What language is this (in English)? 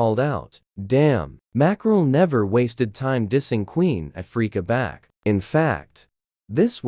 Jamaican Creole English